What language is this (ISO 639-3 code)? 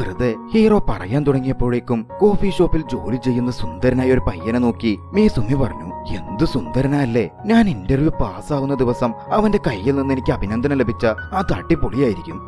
mal